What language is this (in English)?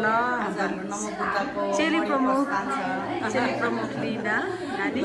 Nepali